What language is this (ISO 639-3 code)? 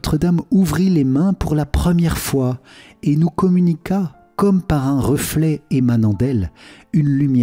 fra